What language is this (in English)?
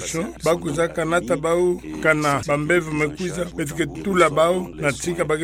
Kituba (Democratic Republic of Congo)